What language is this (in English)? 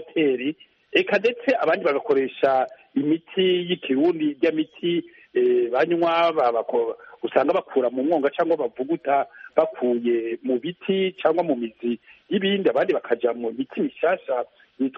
Kinyarwanda